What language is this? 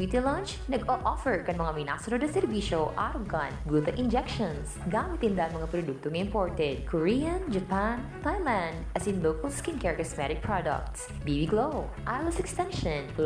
Bikol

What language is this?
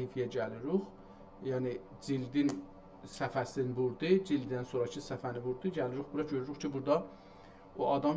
South Azerbaijani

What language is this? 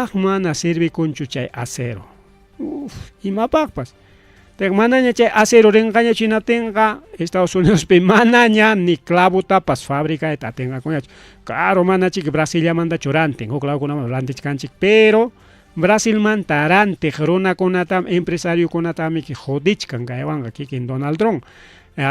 Ayacucho Quechua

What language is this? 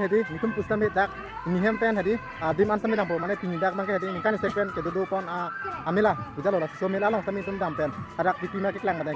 Karbi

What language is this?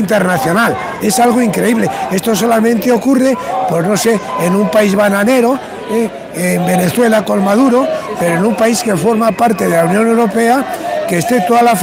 Spanish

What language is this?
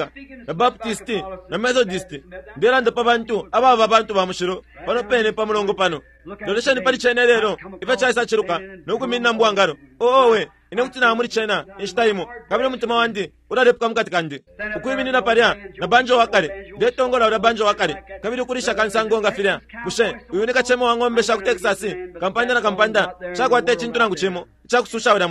Bemba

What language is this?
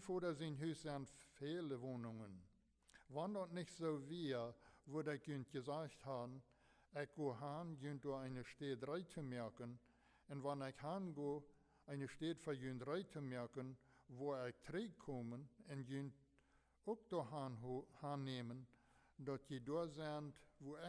Plautdietsch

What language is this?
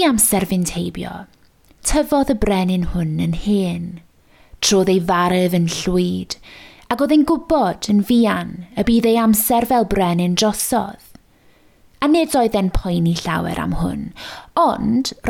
Welsh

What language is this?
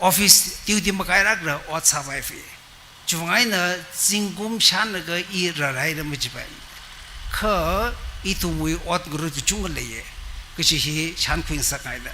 Tangkhul Naga (India)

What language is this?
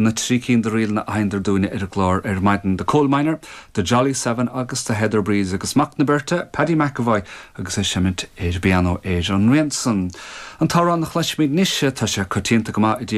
Irish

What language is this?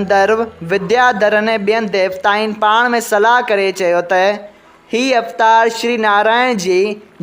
Sindhi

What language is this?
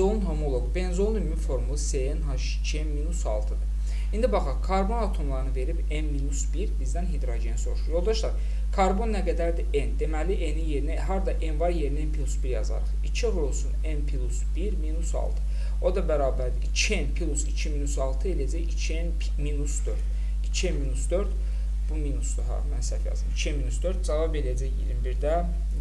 Azerbaijani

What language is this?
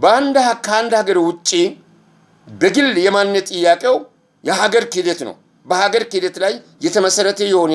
Amharic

